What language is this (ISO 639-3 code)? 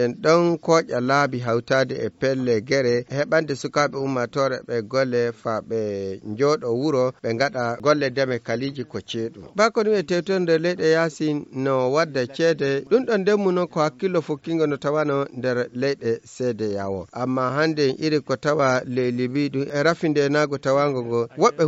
ful